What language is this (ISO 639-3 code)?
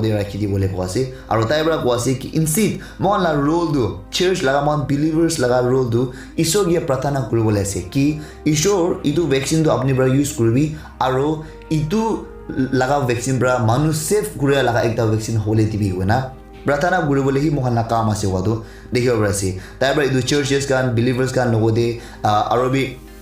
nag